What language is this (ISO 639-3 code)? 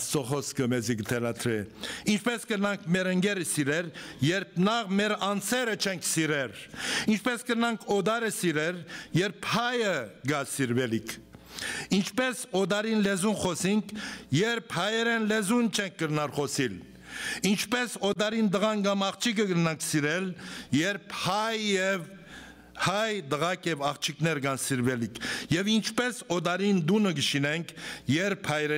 hyw